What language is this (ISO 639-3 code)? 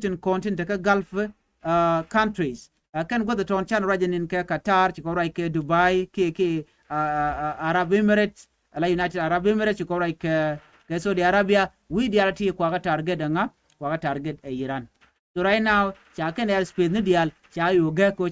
nus